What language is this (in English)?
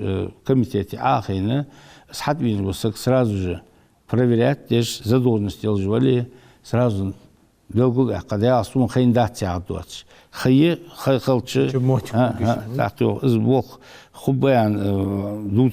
Ingush